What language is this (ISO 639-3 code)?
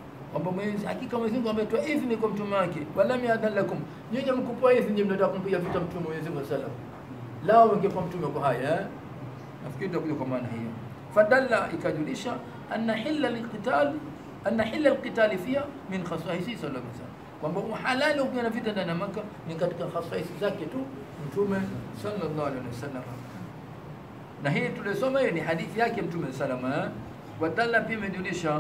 swa